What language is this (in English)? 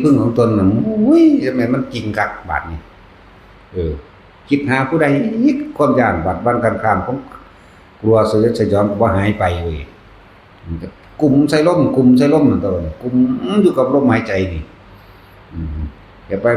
Northeastern Thai